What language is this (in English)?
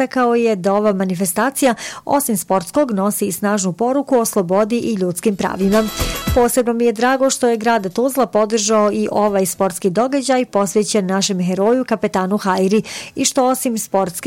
Bosnian